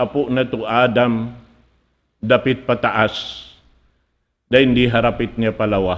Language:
Tausug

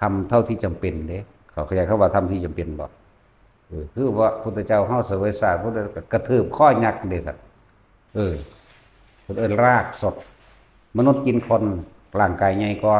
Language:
Lao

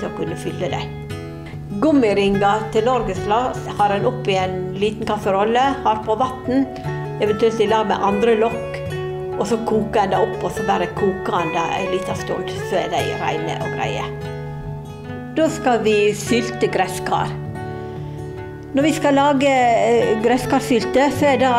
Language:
Norwegian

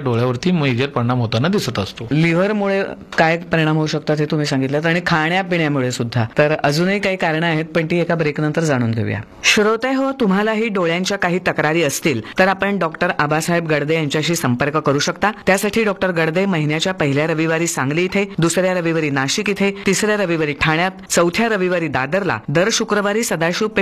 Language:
Marathi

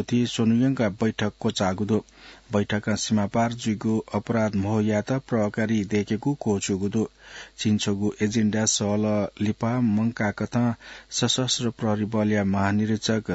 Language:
Newari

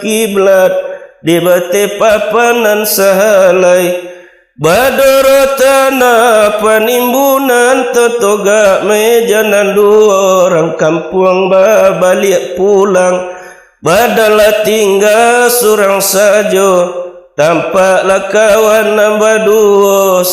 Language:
Minangkabau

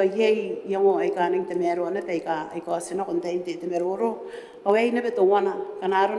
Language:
Gilbertese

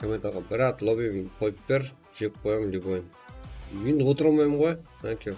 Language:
Kara-Kalpak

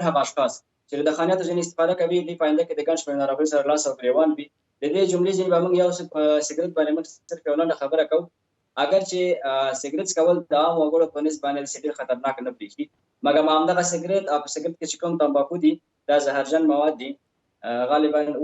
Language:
Pashto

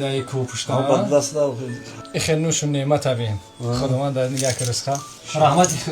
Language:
Tajik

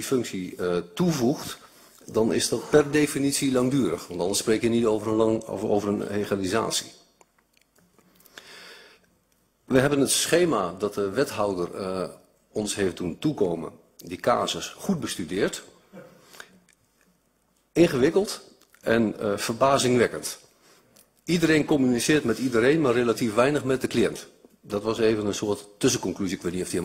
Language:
Dutch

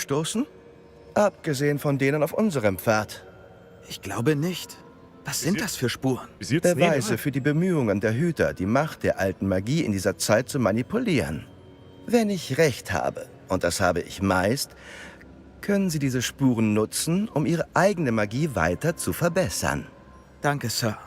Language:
Bavarian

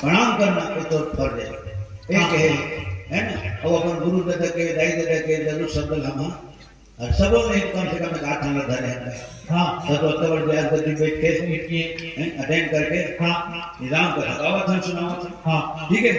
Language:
Chhattisgarhi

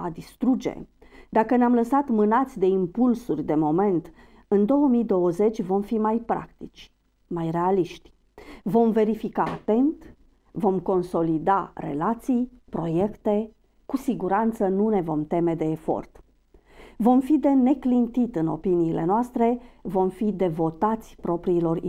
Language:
Romanian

